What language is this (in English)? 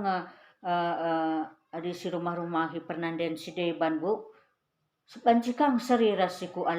Batak Karo